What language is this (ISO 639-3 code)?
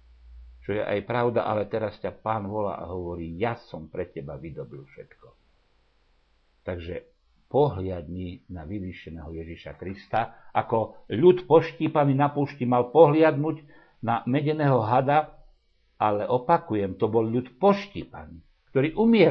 slk